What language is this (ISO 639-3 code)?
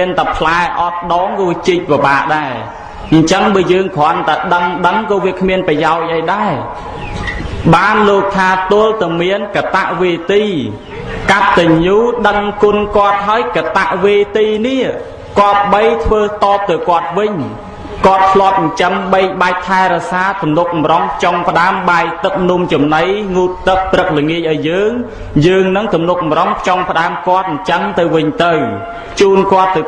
khm